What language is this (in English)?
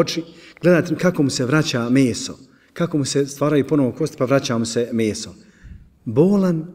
Bosnian